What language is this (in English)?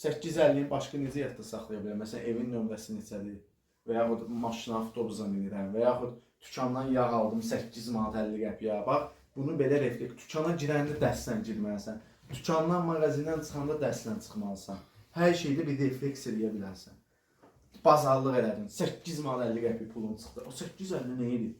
Azerbaijani